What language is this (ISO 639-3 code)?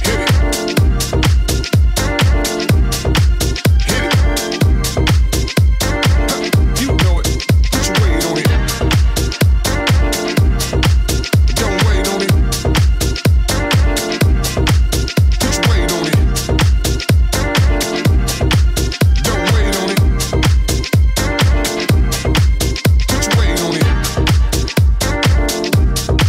eng